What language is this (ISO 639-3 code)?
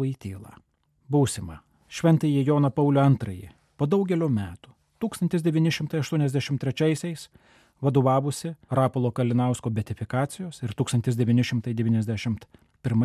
lit